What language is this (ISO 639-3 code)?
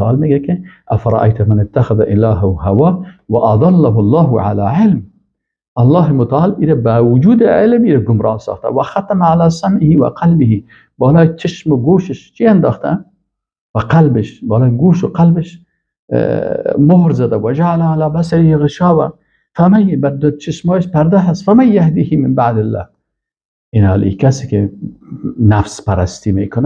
fas